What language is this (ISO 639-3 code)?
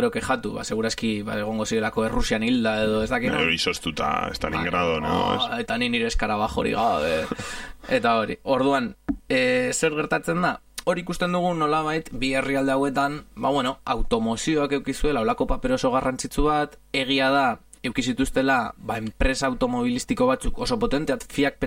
eus